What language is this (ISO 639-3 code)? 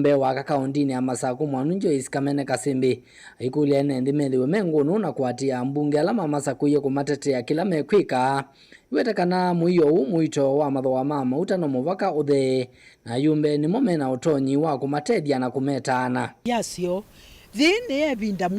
kam